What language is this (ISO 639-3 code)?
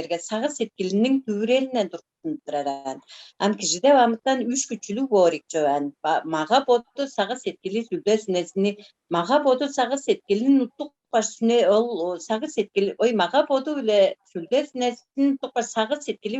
tyv